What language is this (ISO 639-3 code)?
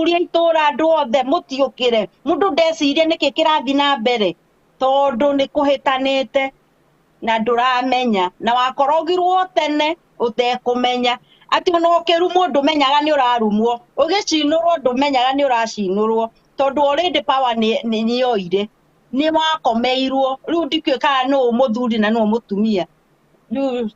kik